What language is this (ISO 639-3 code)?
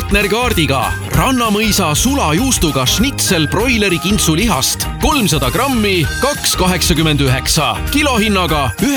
est